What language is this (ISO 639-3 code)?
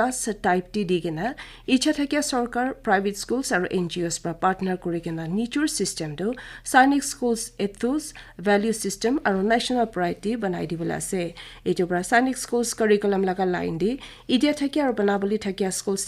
nag